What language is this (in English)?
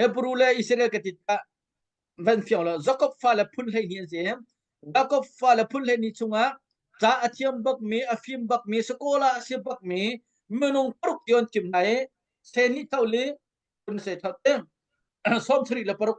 Hakha Chin